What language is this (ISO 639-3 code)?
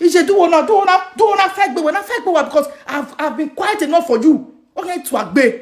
pcm